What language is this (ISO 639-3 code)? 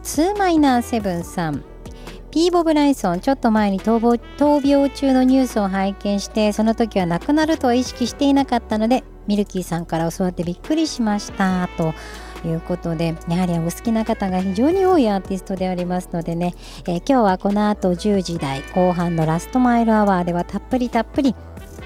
jpn